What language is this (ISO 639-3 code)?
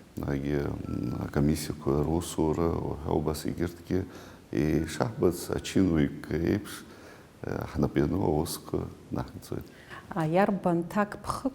abk